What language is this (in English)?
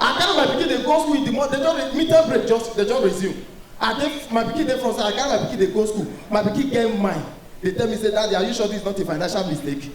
Nigerian Pidgin